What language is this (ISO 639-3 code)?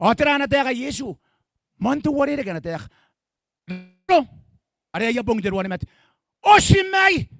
gil